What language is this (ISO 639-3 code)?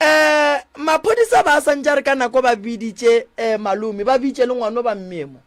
nso